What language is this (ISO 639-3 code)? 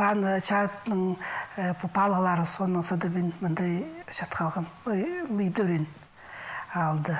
kjh